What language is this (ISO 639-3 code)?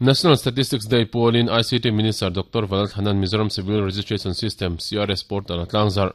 lus